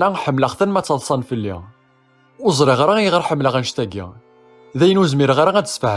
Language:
Kabyle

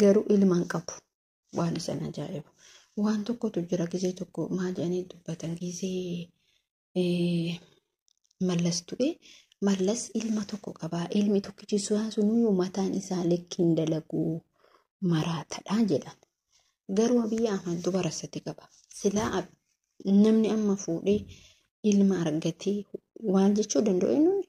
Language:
Oromo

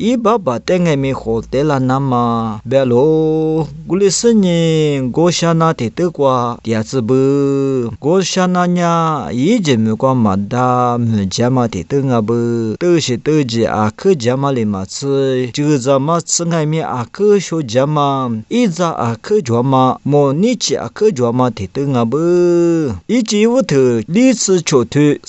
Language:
Lisu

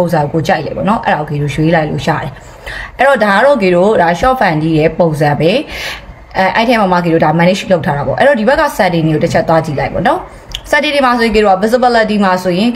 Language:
Burmese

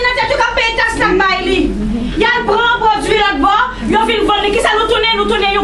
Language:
Haitian Creole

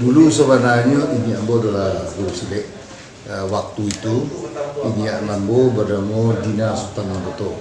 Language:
Minangkabau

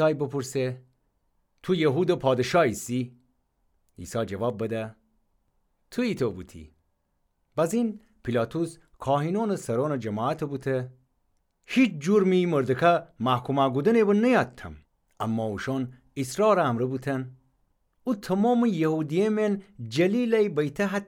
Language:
Gilaki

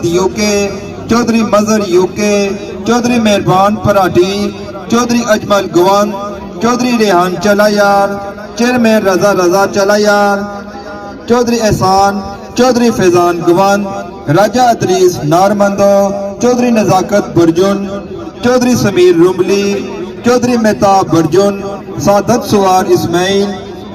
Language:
Pahari-Potwari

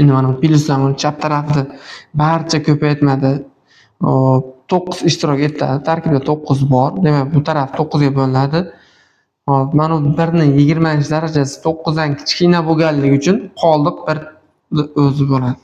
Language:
Uzbek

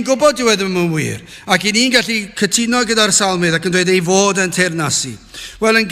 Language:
Welsh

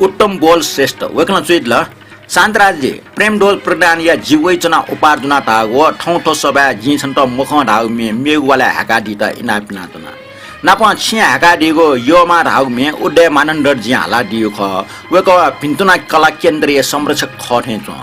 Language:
Newari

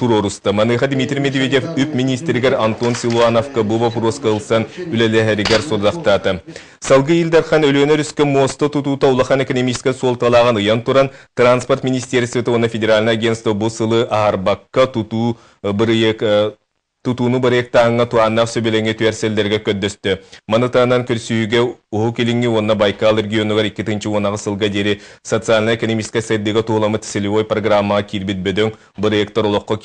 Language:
Yakut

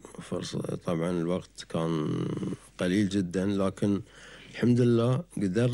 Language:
Gulf Arabic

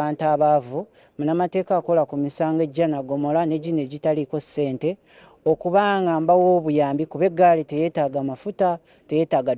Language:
Ganda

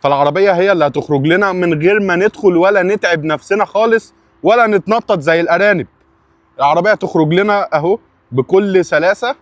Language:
Egyptian Arabic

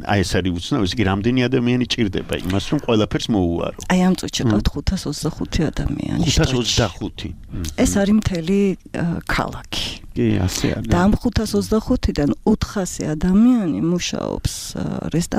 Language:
Georgian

